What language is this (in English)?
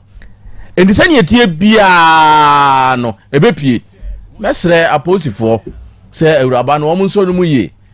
Akan